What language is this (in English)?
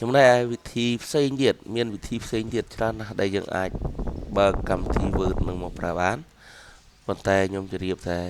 Khmer